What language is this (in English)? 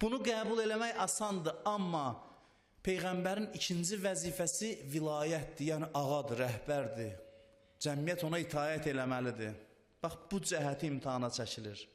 Azerbaijani